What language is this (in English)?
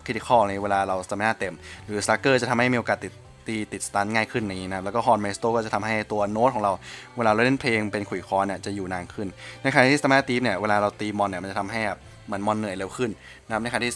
Thai